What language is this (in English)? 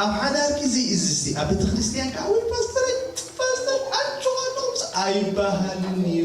Tigrinya